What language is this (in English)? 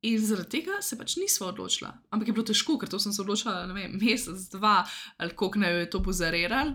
Slovenian